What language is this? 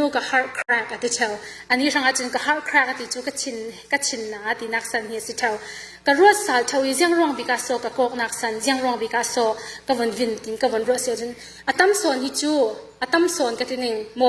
Falam Chin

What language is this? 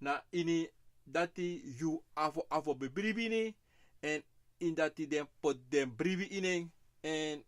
Sranan Tongo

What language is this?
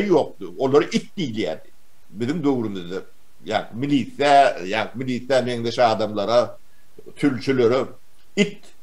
Turkmen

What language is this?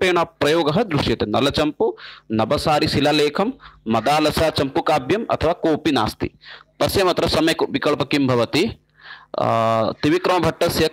Sanskrit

